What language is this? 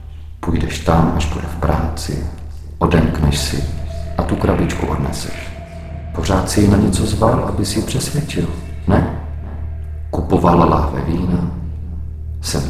Czech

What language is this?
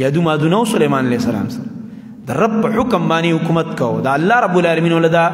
Pashto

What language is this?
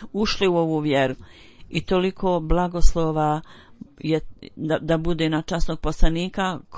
Bosnian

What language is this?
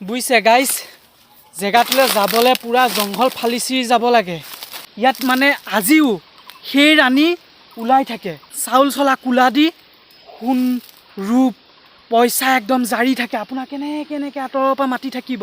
Assamese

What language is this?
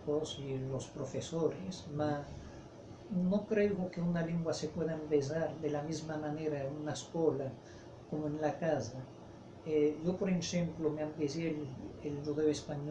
Ladino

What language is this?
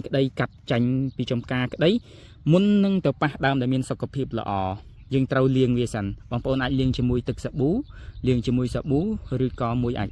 Khmer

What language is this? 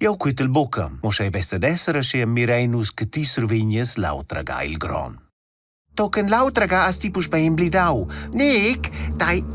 Romansh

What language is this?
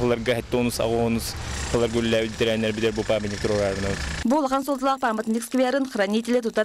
Yakut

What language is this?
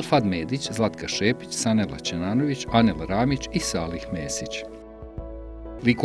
Bosnian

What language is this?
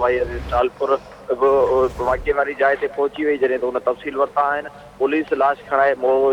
Sindhi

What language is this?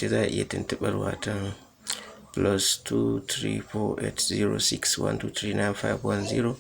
Hausa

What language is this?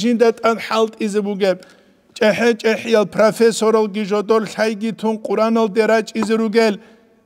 Avaric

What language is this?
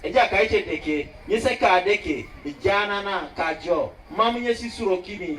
Teso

